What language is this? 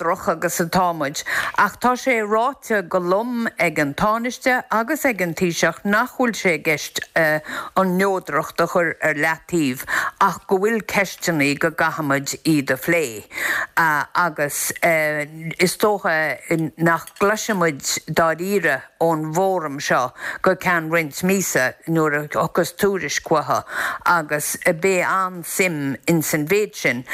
Irish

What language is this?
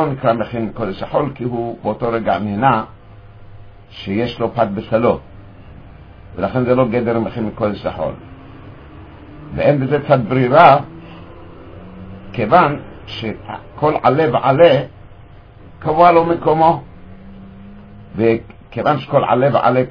Hebrew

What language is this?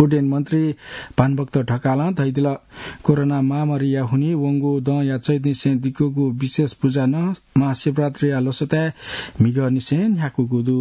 Newari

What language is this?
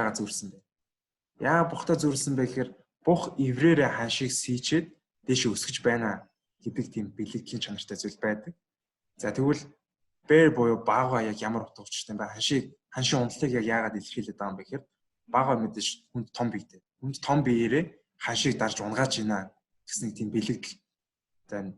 Mongolian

